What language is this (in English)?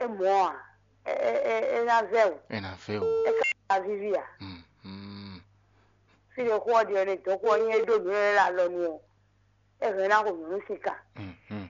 Fon